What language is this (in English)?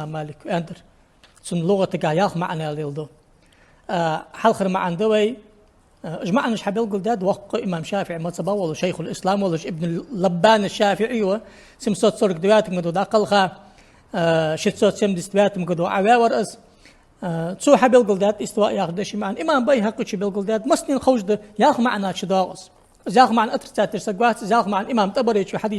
Ingush